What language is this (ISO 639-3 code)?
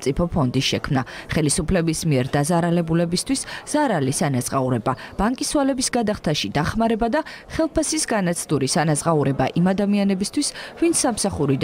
kat